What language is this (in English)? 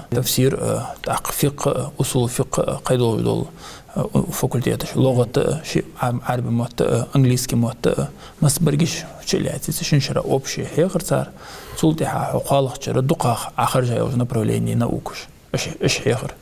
Ingush